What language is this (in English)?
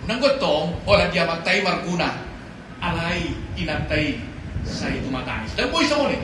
Batak Toba